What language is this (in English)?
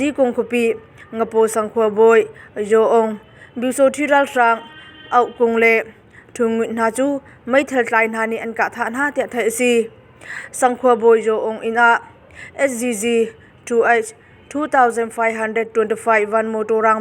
Hakha Chin